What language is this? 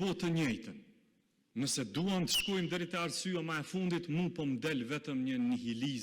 Albanian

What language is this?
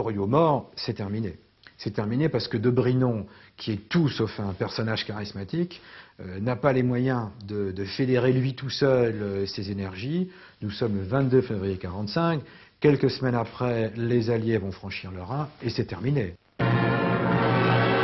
French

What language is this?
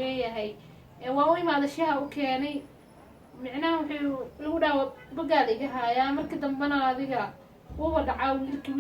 Somali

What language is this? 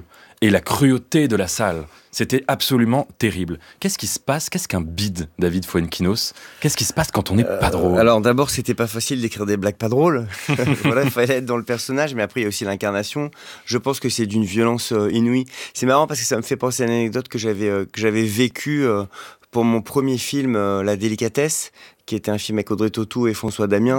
French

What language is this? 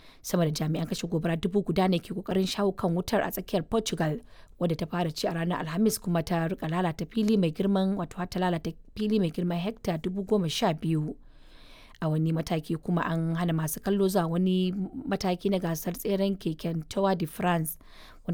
Hausa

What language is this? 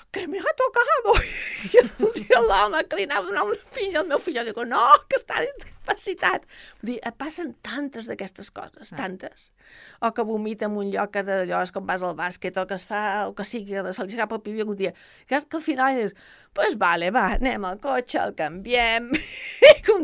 Catalan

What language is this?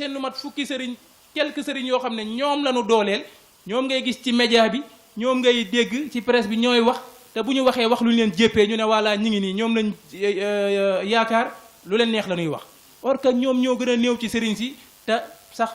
Wolof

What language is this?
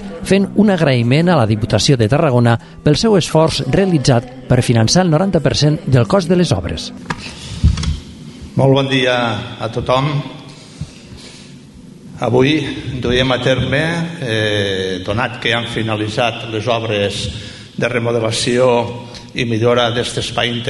Catalan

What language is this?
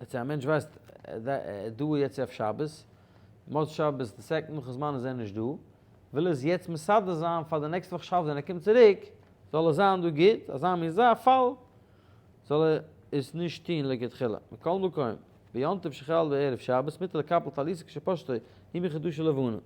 Yiddish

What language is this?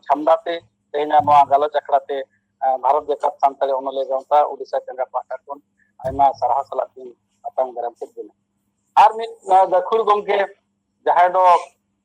Santali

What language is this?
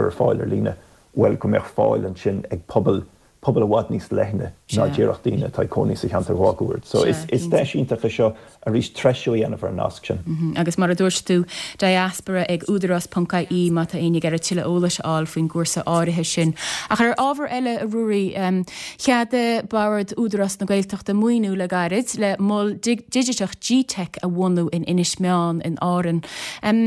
Irish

